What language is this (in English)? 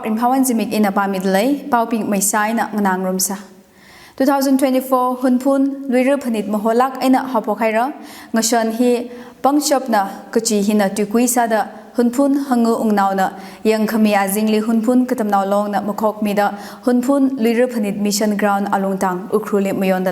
Tangkhul Naga (India)